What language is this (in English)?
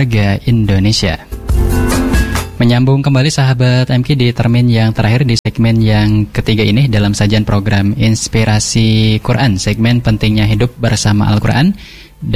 Indonesian